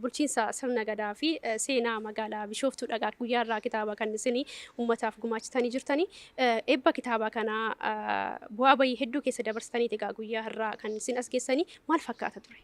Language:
Oromo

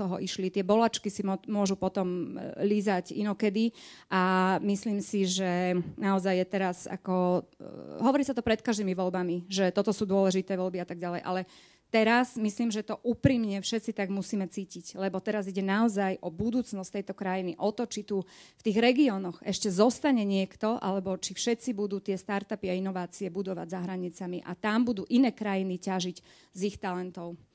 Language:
Slovak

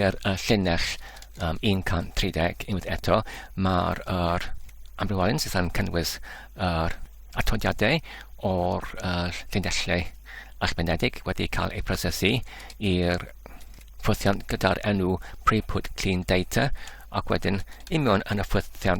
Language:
Welsh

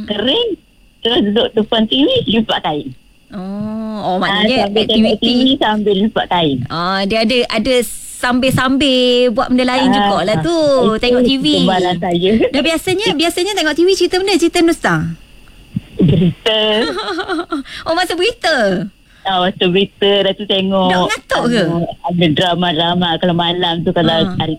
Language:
Malay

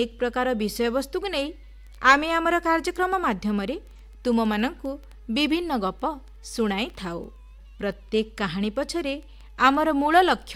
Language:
Odia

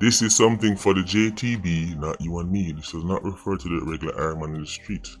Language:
Jamaican Creole English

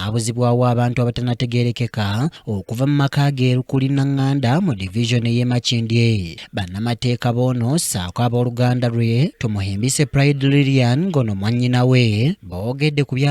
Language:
Ganda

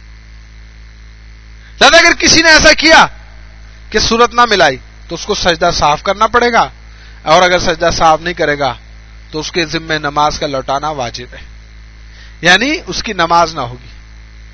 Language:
Urdu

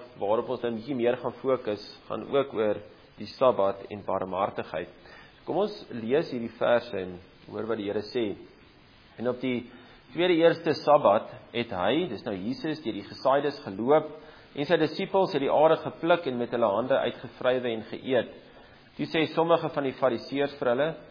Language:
Afrikaans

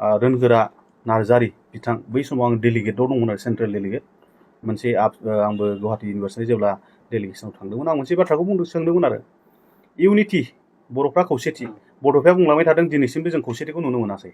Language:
Bodo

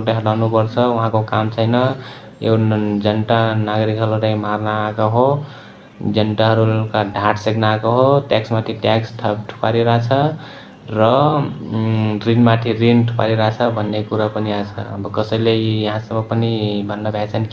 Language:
Nepali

